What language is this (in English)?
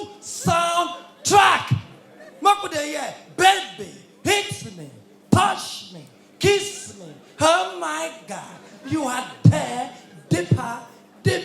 Nigerian Pidgin